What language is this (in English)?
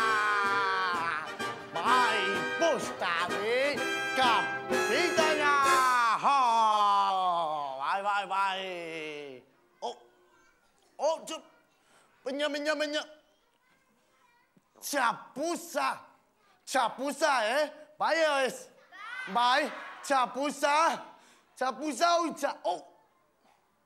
Basque